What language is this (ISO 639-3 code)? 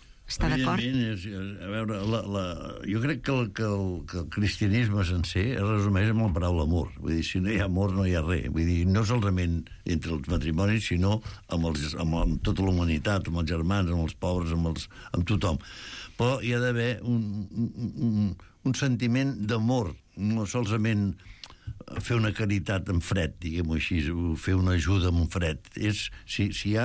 cat